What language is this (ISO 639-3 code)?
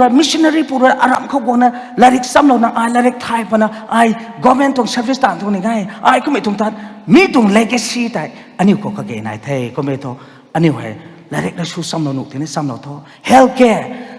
nbu